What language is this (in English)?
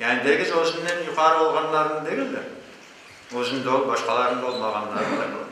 Crimean Tatar